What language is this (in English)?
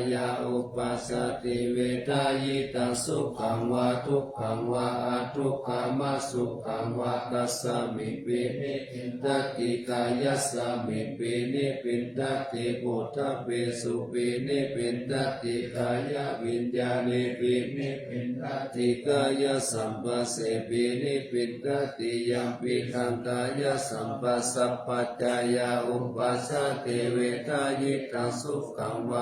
Pali